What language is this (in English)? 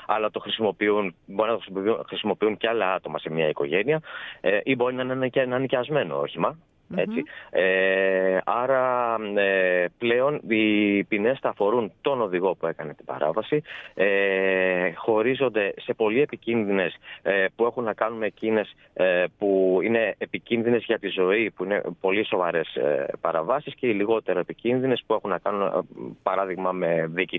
Greek